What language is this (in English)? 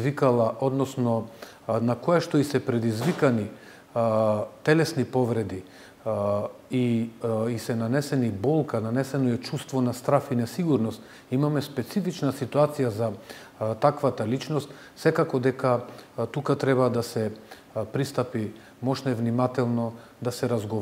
Macedonian